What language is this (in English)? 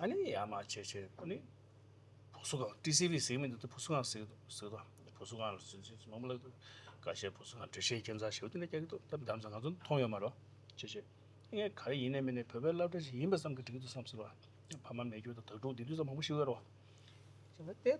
Tibetan